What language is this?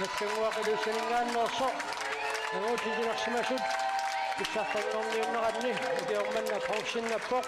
Kalaallisut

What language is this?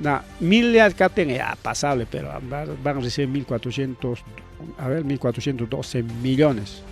Ayacucho Quechua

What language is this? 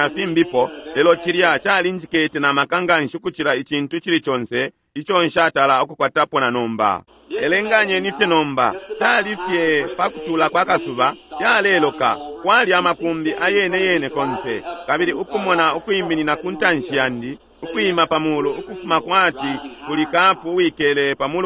Bemba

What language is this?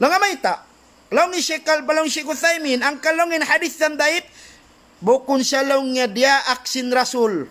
Tausug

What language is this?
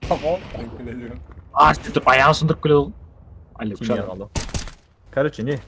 Kara-Kalpak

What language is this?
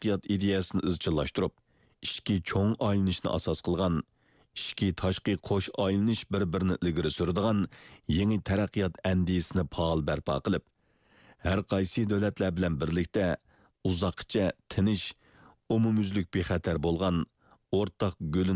Uyghur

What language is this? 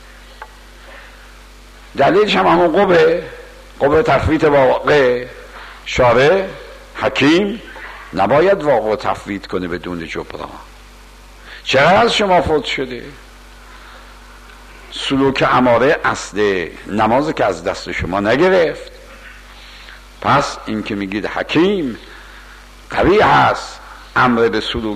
Persian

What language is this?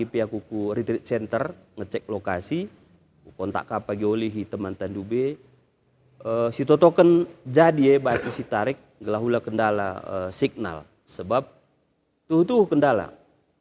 Batak Karo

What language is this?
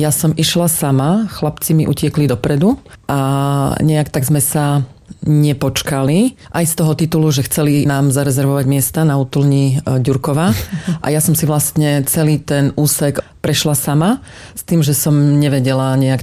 Slovak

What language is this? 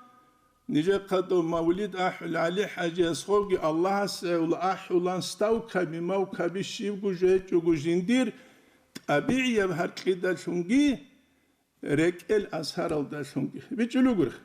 Avaric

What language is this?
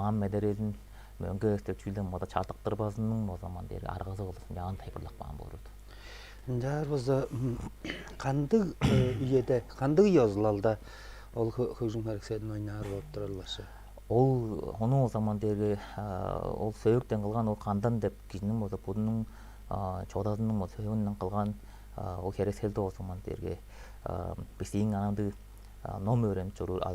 Tuvinian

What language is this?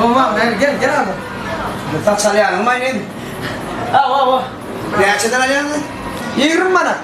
Turkmen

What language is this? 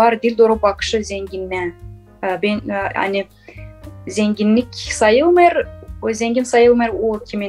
Gagauz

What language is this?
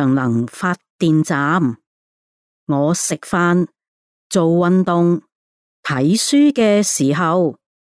Cantonese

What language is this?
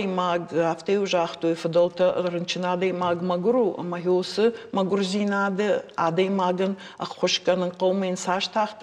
Ossetic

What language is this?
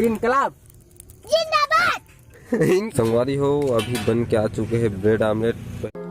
Chhattisgarhi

